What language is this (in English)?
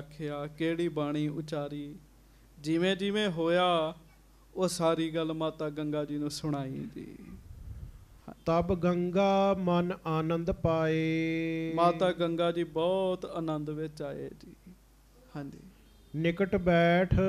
Punjabi